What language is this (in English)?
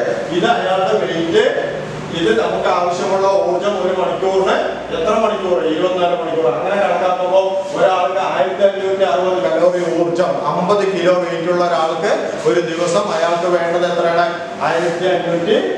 Malayalam